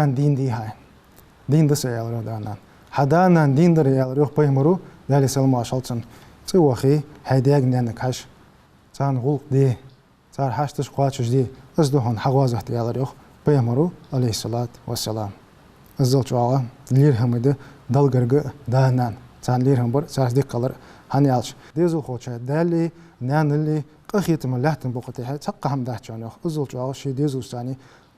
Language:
Ingush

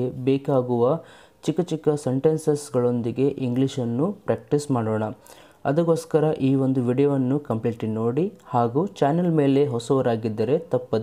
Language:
Kannada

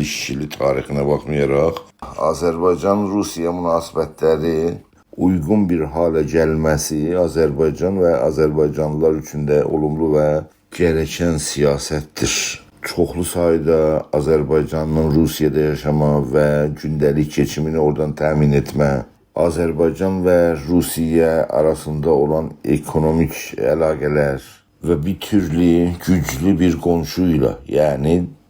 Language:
South Azerbaijani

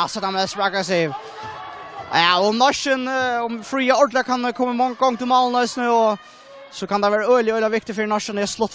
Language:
Faroese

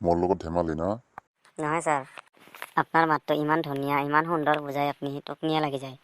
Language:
Assamese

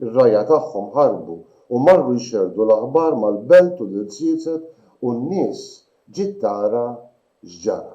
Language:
Maltese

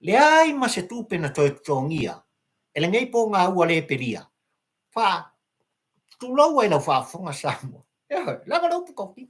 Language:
Samoan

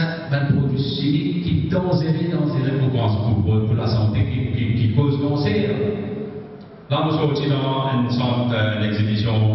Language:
Morisyen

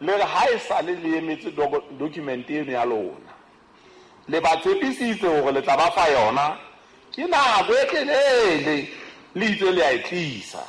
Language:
Southern Sotho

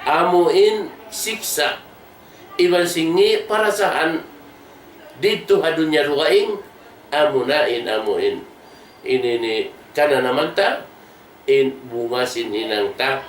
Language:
Tausug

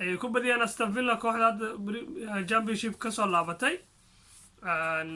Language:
Somali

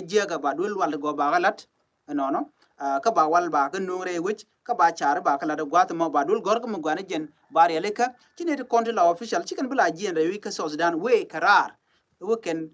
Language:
Nuer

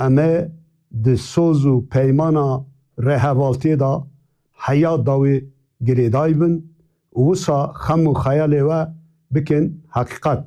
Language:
Kurdish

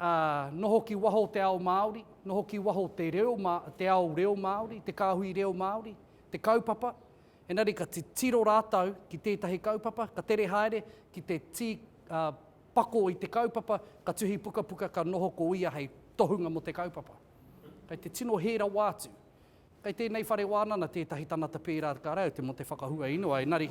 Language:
Māori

